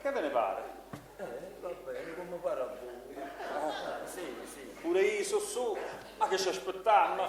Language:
Neapolitan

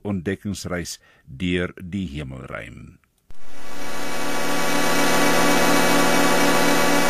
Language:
Afrikaans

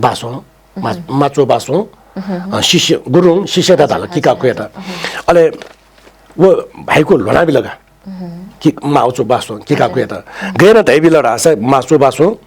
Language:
Newari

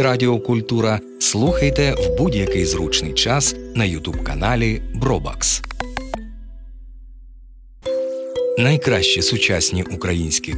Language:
Ukrainian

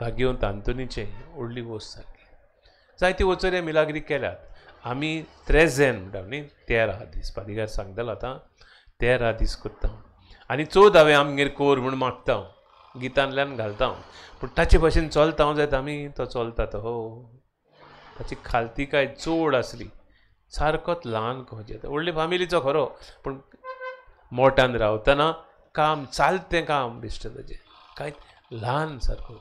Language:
Konkani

